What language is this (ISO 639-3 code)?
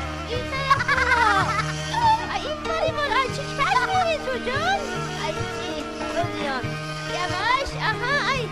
fas